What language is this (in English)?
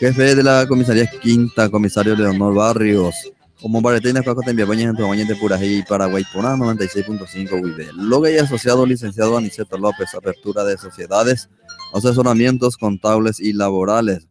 Guarani